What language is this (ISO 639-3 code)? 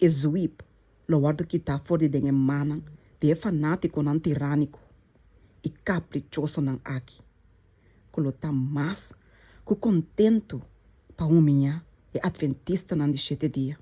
pap